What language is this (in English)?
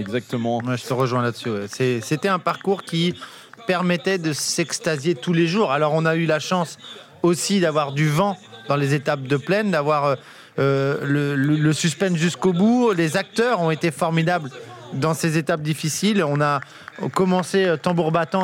French